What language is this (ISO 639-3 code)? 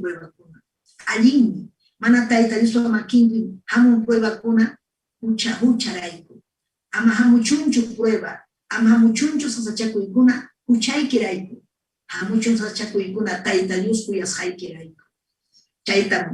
quy